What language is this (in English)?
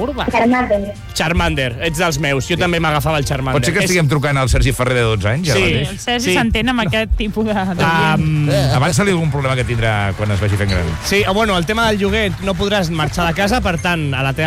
Catalan